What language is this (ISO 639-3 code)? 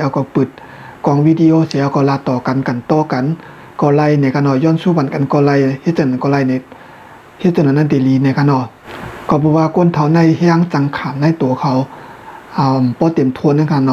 shn